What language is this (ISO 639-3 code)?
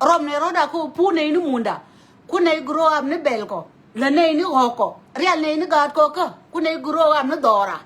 nus